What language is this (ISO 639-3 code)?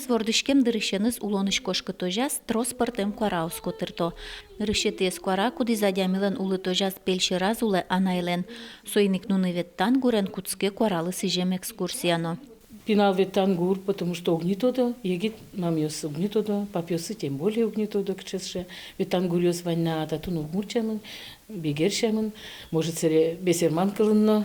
udm